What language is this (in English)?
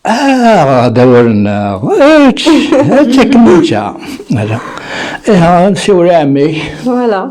Kabyle